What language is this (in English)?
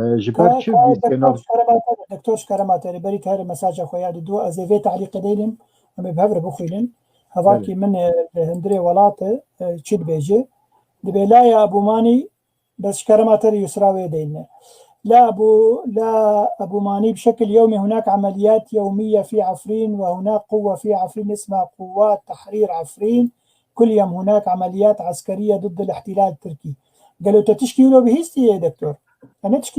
Kurdish